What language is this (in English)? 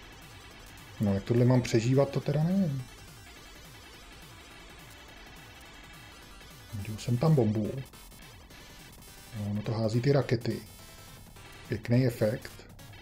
Czech